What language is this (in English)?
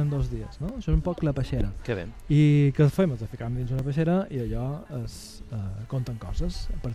Catalan